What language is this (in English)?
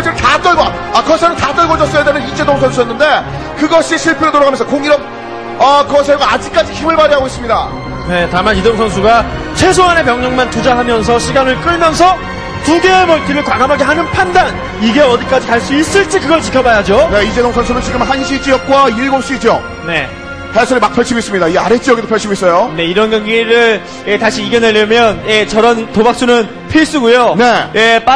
Korean